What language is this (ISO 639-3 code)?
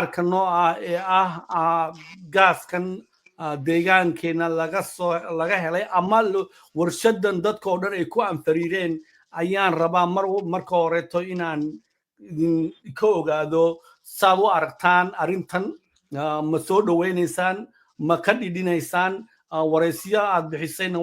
som